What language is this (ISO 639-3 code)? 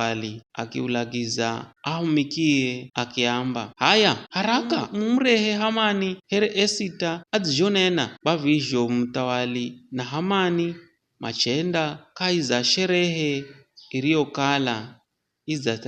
nyf